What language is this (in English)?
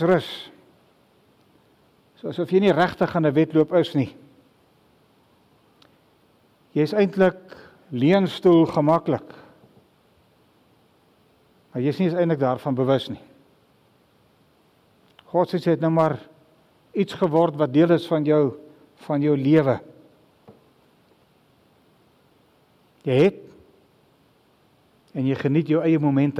Afrikaans